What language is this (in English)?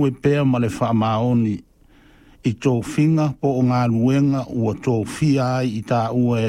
Samoan